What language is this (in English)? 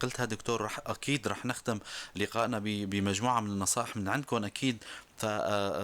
North Levantine Arabic